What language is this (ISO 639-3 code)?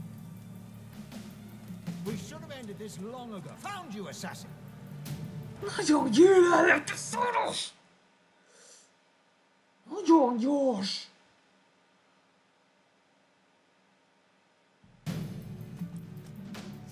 hun